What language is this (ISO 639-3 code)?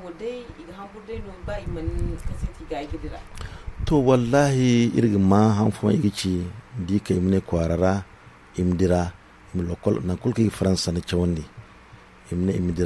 dje